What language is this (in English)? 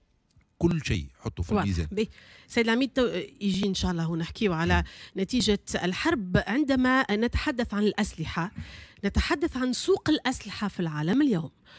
Tunisian Arabic